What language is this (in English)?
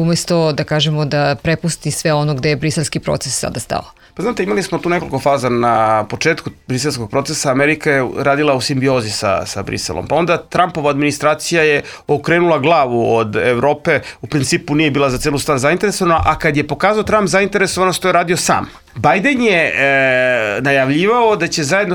Serbian